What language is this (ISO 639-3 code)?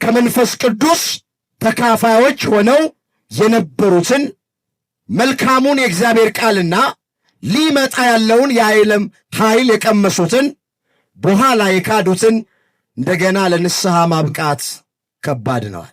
amh